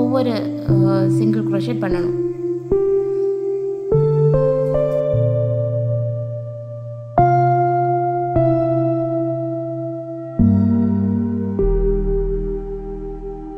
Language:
Tamil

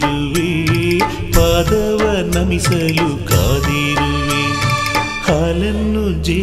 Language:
Kannada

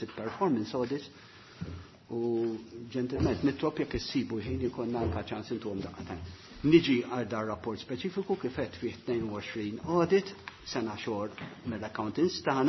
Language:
Maltese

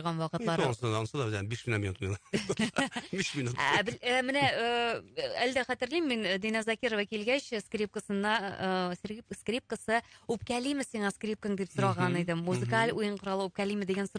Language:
Tatar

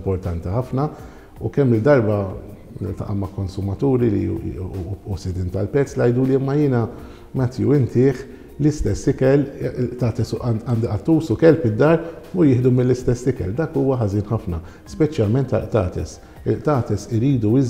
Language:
Maltese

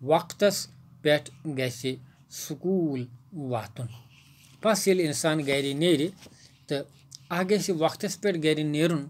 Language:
Kashmiri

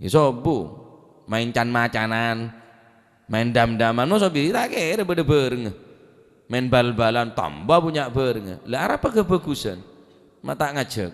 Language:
Madurese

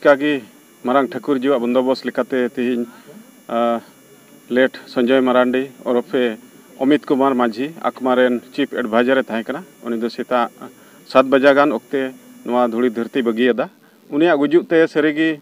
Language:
Santali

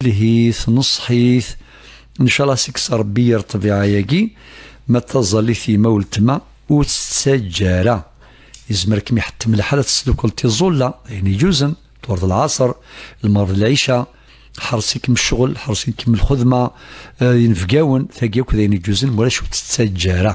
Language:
Kabyle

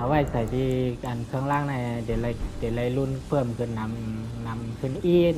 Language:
Shan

